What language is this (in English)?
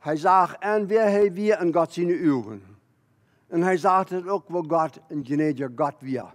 Plautdietsch